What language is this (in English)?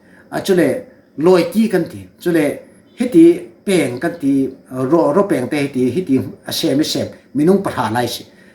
Falam Chin